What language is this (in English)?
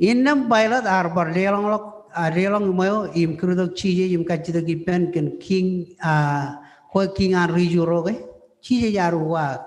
Marshallese